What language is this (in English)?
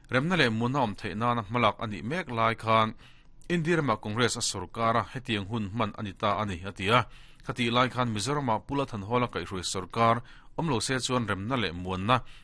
Mizo